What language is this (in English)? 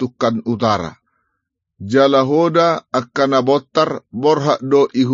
Batak Toba